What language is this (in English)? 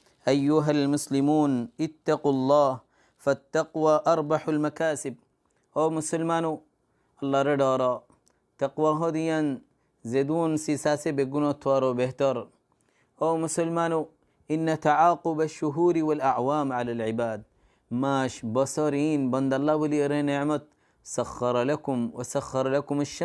Rohingya